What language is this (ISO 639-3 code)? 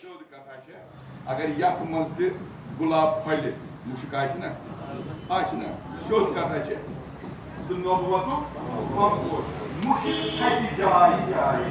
kas